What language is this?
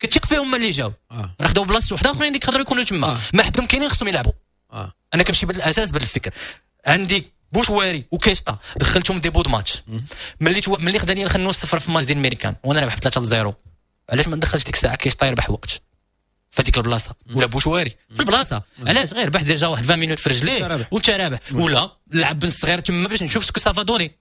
Moroccan Arabic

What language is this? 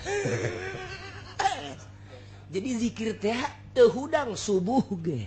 Sundanese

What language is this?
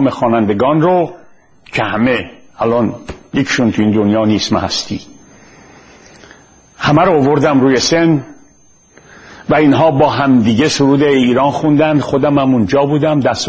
Persian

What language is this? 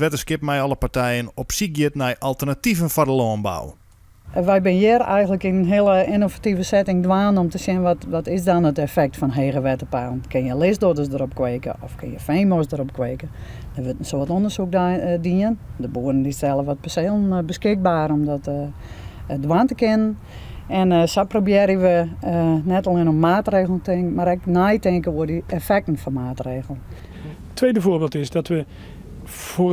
Western Frisian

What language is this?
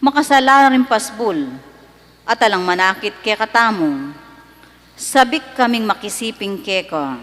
Pampanga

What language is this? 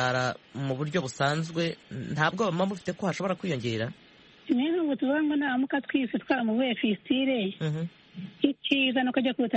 Kinyarwanda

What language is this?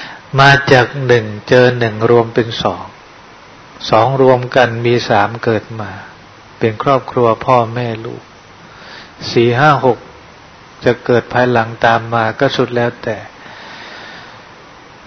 Thai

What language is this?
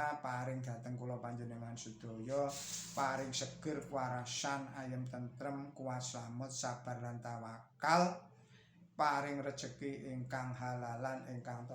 Javanese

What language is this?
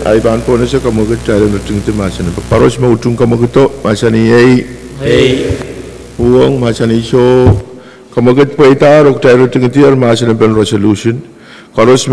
Pohnpeian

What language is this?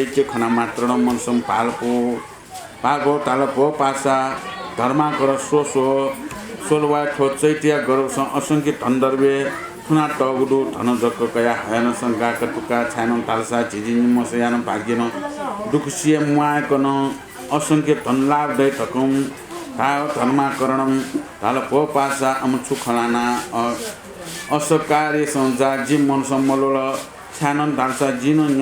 Newari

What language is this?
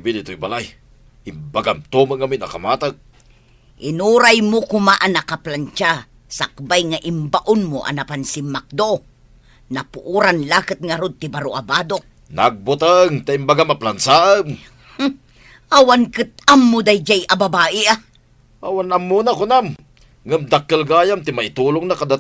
Iloko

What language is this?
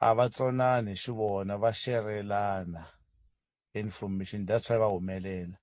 Tsonga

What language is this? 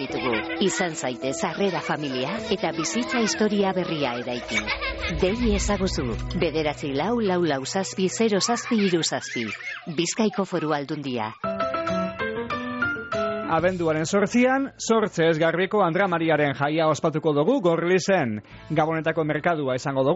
Basque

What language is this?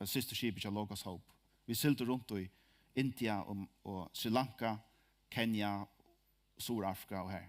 Faroese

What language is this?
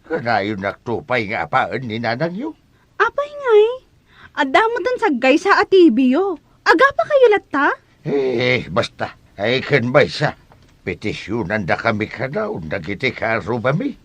Iloko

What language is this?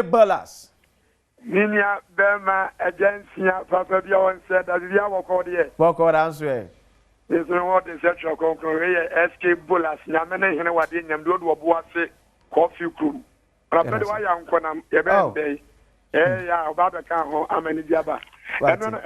Akan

